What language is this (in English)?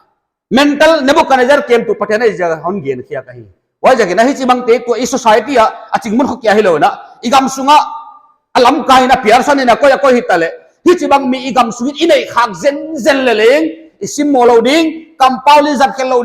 Paite Chin